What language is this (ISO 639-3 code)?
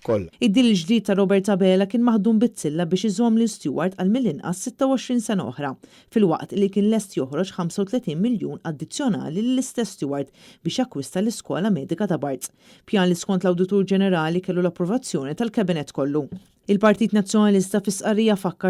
mlt